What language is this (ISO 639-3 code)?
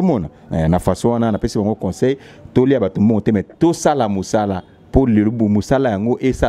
lin